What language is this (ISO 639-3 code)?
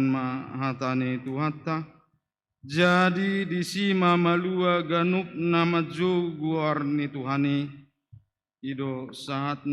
bbc